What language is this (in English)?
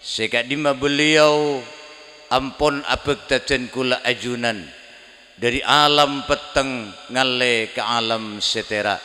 Madurese